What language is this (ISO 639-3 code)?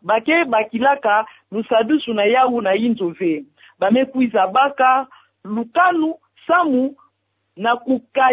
ktu